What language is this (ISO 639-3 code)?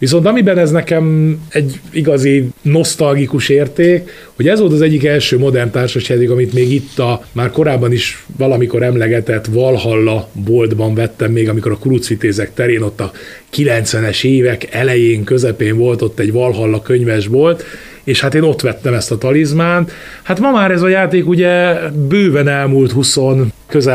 hun